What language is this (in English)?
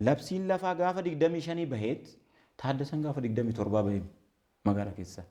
Oromo